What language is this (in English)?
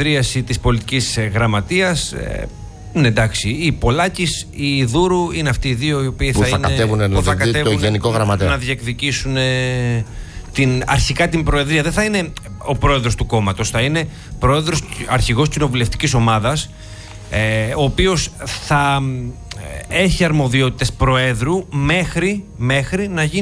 Greek